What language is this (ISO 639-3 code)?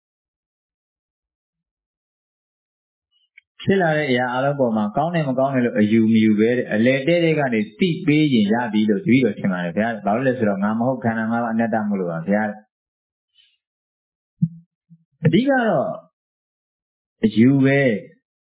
mya